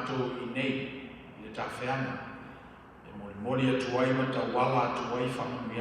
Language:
Samoan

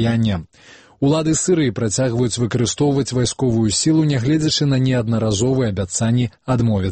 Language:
Belarusian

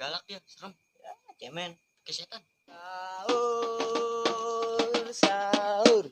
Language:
Betawi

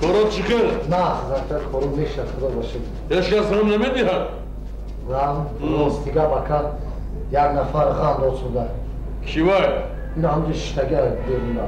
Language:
Tajik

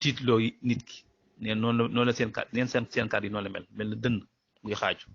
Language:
Wolof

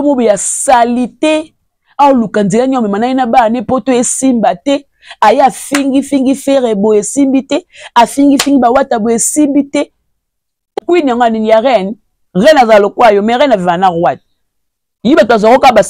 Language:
Lingala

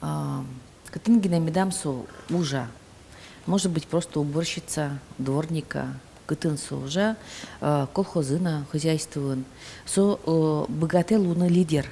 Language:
Udmurt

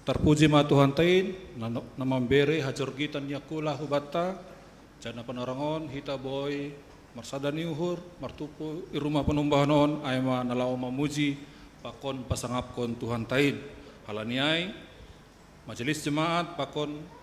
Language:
Batak Simalungun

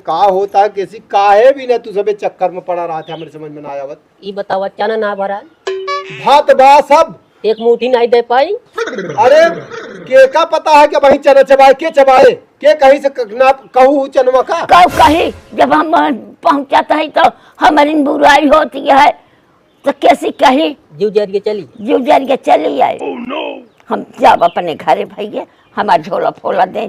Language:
Awadhi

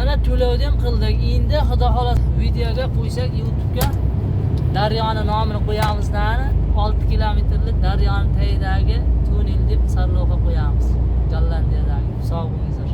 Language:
Uzbek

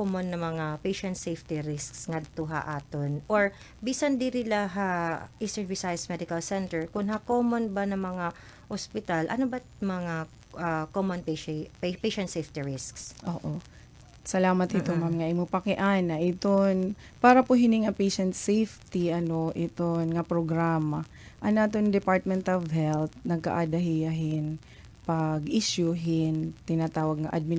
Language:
Waray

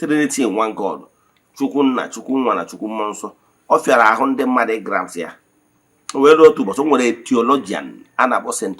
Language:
Igbo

